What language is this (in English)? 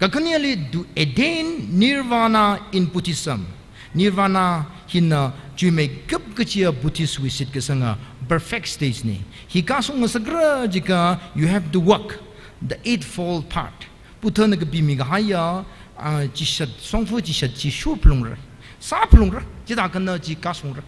Tangkhul Naga (India)